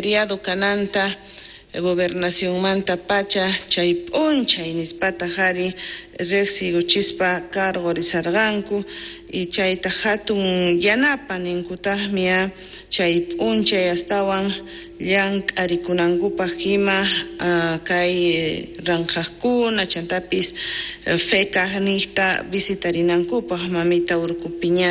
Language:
South Bolivian Quechua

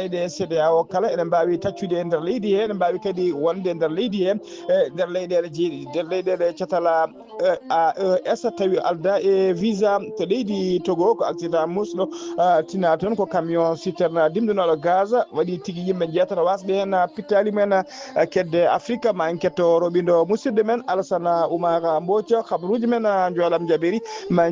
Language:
Fula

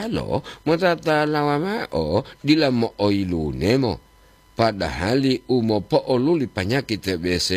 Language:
Gorontalo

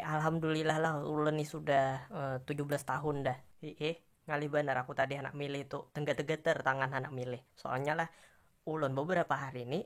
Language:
Banjar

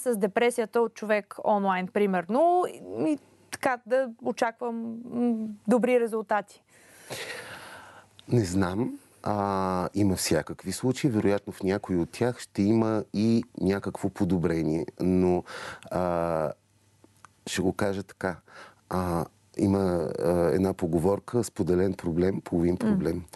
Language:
Bulgarian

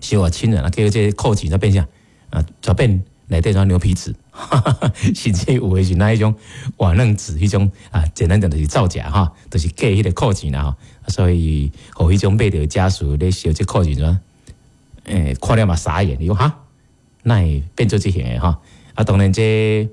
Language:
Min Nan Chinese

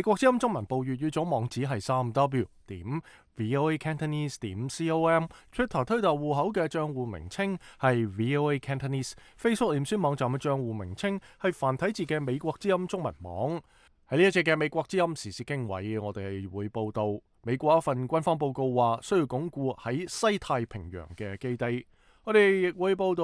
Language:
Cantonese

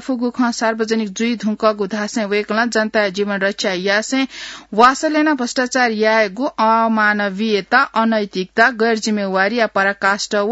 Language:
Newari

